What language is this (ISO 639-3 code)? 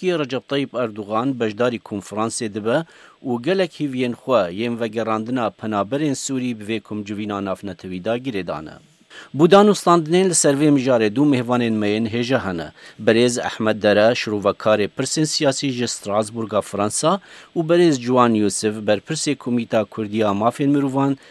kur